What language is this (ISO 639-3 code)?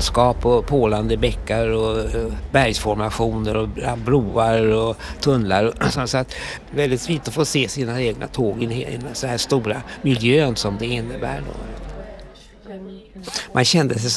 swe